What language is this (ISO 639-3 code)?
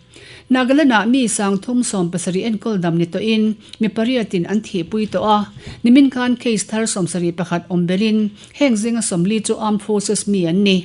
lus